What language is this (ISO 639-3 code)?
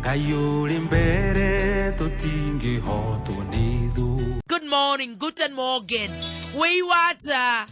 kik